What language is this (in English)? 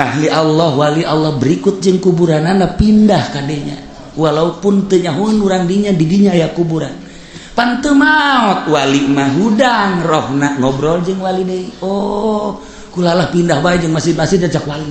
Sundanese